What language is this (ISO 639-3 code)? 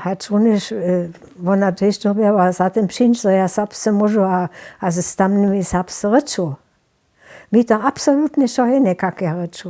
hsb